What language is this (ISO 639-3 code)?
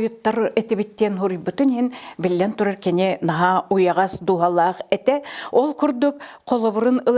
sah